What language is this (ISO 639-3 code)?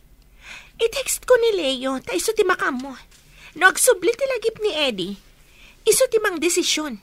ilo